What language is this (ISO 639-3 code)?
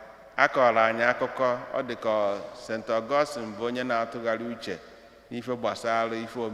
ibo